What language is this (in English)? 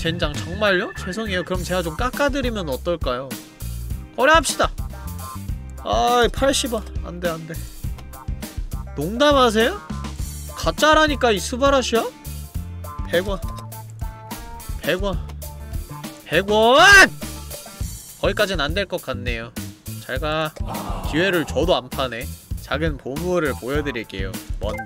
Korean